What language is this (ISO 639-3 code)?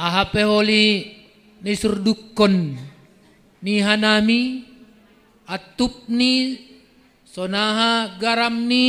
bts